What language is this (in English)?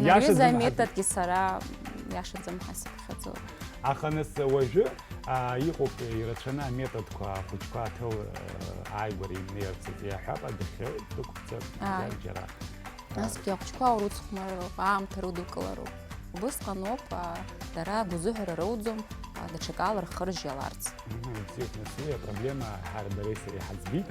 Abkhazian